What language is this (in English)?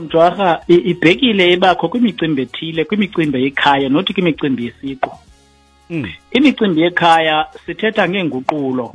Xhosa